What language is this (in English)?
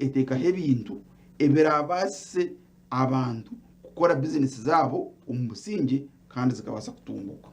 Nyankole